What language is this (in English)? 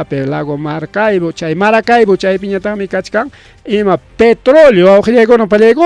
Ayacucho Quechua